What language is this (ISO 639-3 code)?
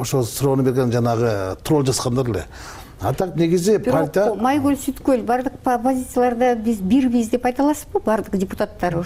kir